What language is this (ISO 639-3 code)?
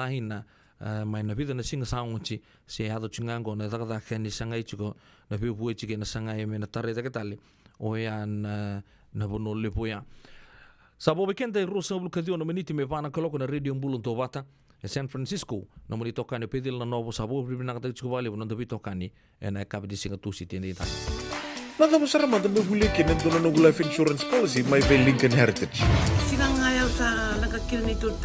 fij